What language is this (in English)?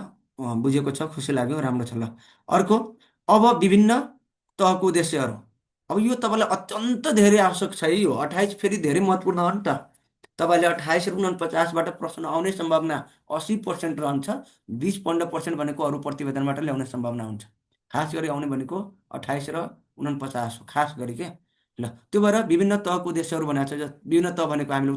Nepali